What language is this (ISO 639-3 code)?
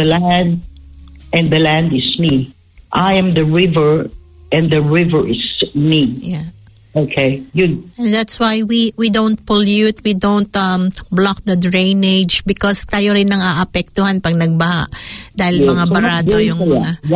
fil